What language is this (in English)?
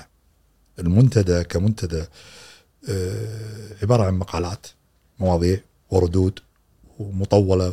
Gulf Arabic